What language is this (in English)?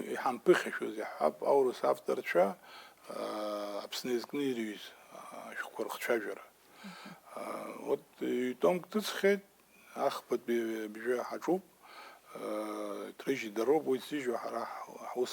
Abkhazian